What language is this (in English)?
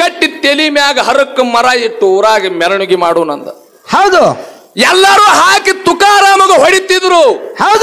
Kannada